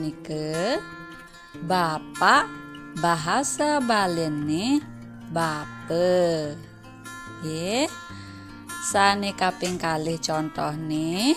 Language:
Balinese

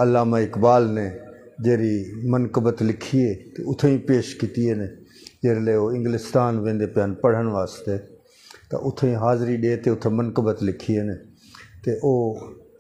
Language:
Saraiki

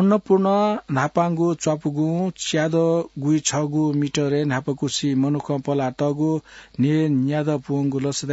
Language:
Newari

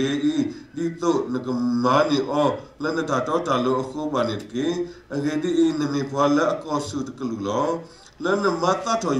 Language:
S'gaw Karen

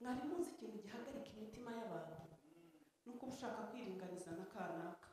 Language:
Kinyarwanda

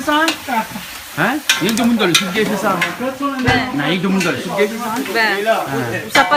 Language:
Réunion Creole French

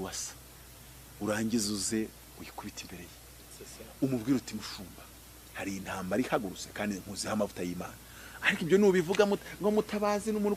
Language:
Kinyarwanda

